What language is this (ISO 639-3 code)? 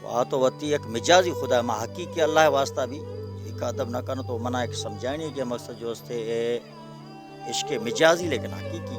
bal